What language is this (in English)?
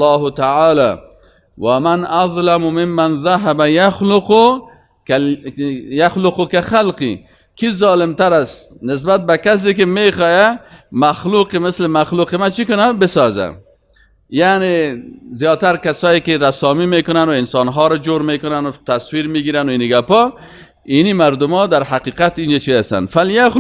Persian